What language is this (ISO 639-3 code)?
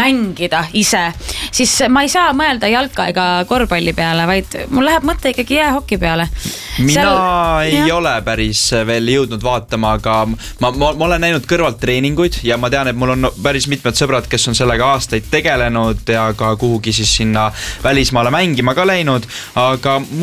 est